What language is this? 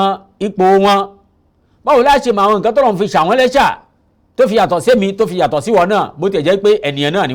Yoruba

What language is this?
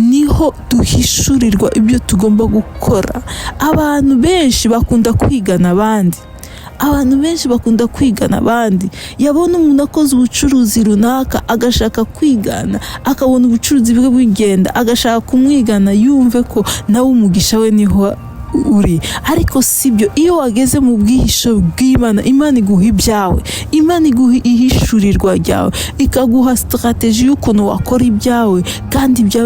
Kinyarwanda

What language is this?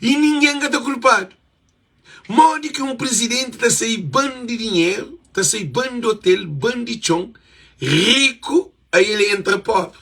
Kabuverdianu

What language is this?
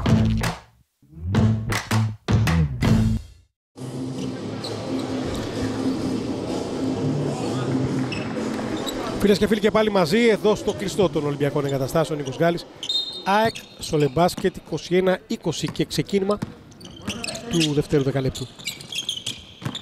Greek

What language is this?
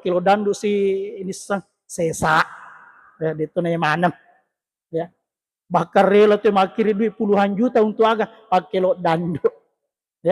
Buginese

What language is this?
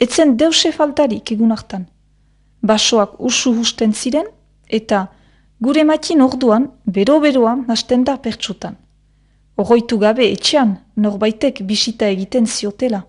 Basque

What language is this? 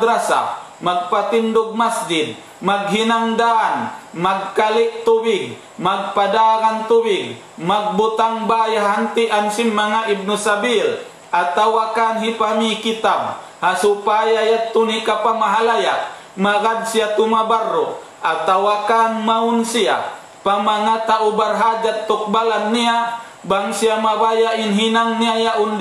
Tausug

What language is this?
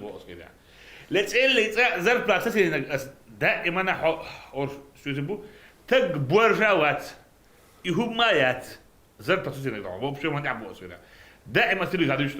Chechen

